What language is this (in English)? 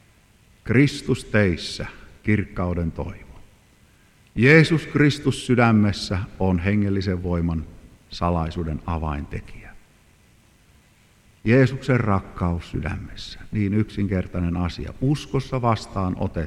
Finnish